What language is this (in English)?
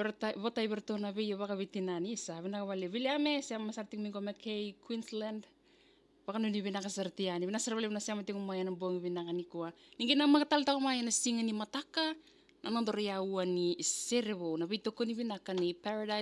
Fijian